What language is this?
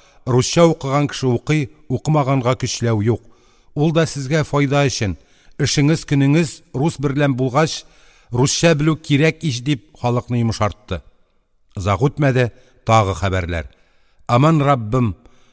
Tatar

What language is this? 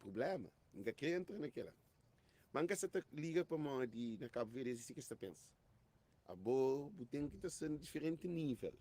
Kabuverdianu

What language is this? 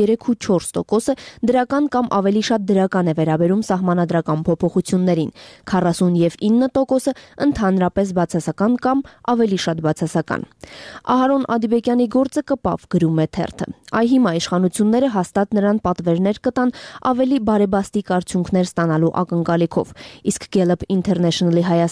Armenian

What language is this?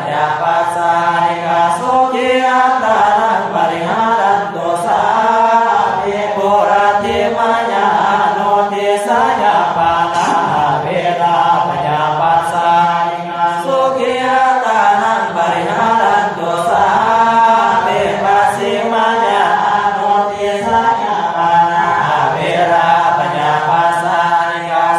Pali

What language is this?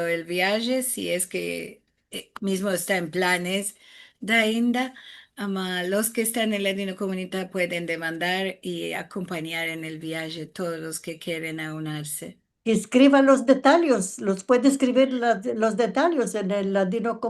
Ladino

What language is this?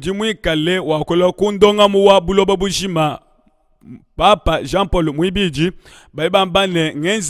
Luba-Lulua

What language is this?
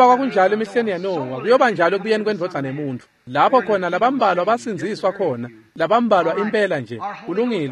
Swati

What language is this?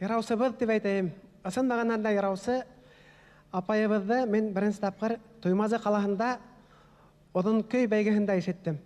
Bashkir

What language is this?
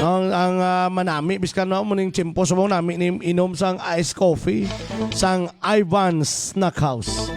Hiligaynon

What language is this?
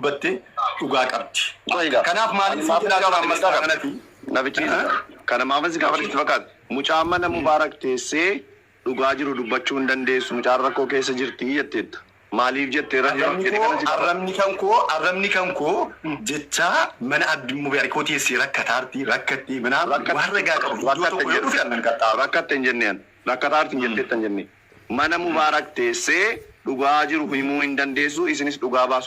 Oromo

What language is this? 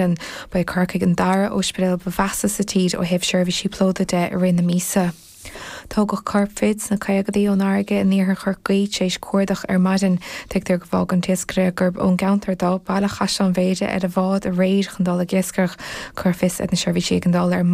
Irish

